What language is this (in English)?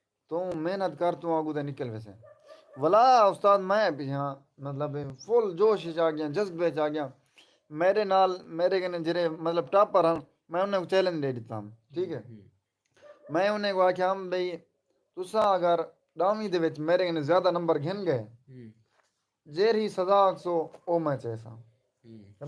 Saraiki